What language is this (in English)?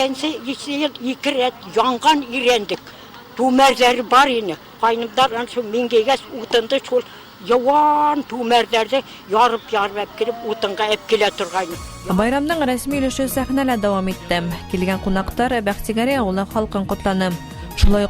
Bashkir